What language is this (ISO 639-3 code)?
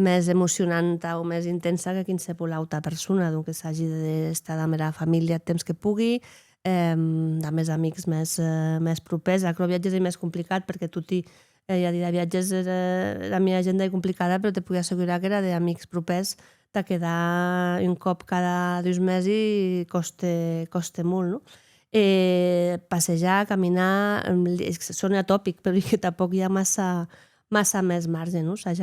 oci